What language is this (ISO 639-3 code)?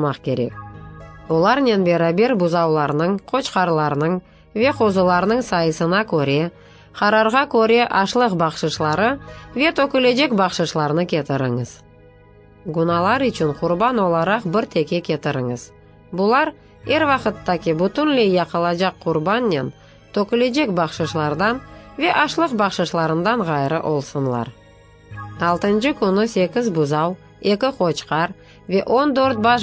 crh